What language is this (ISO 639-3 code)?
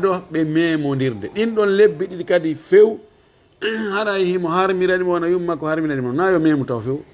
ful